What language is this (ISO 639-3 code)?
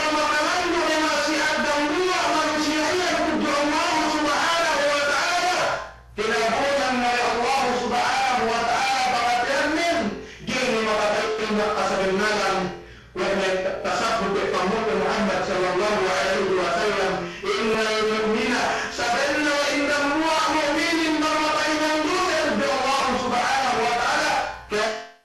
yka